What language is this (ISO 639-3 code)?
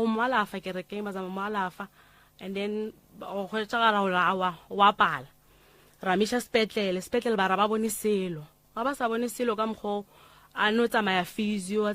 nso